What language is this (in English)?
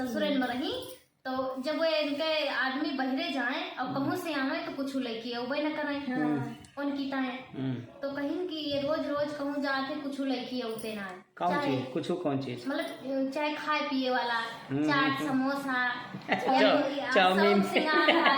Awadhi